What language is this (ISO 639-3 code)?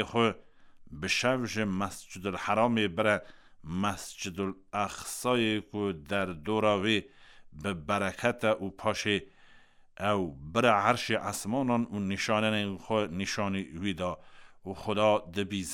kur